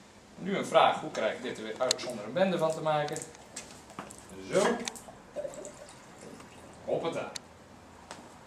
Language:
Dutch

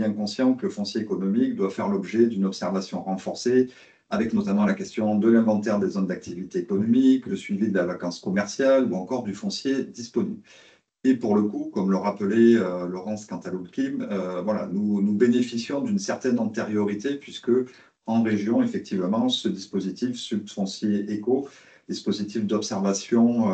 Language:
French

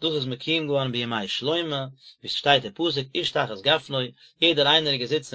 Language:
Yiddish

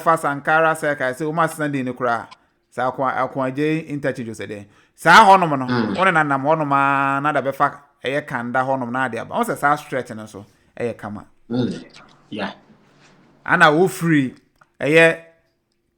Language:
Akan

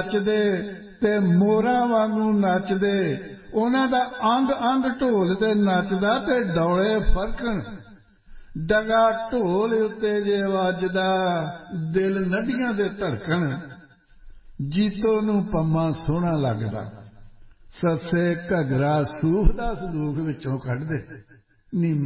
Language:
Punjabi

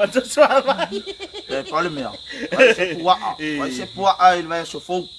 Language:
Samoan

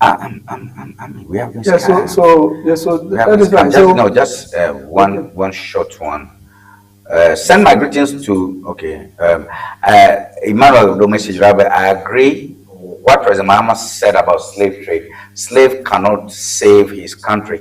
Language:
Ewe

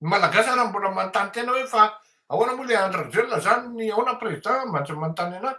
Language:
Malagasy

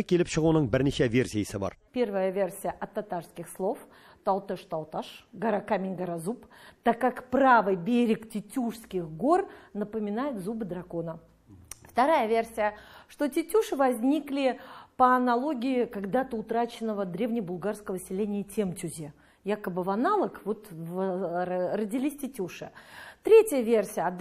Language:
Tatar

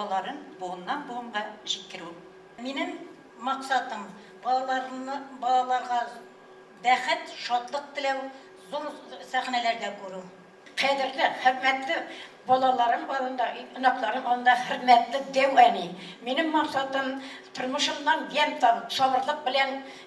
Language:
Tatar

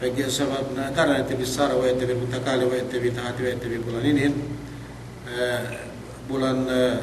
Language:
Yakan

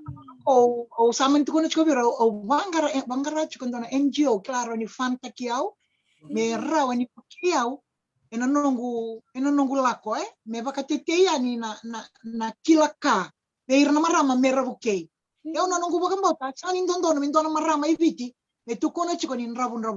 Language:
Fijian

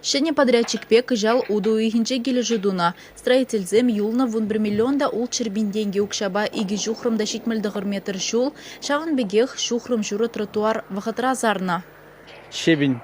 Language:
Chuvash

